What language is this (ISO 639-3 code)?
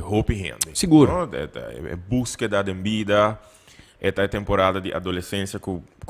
pap